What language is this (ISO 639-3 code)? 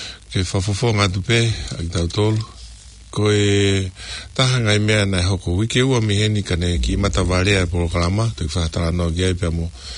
ton